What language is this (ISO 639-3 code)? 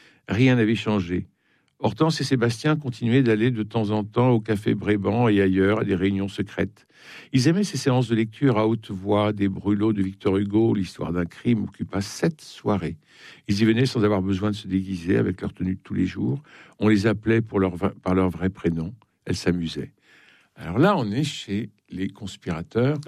fra